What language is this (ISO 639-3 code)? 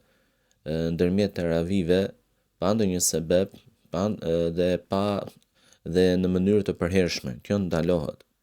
sqi